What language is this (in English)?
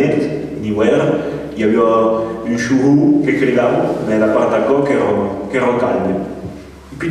Occitan